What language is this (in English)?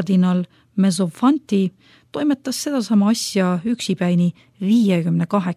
Estonian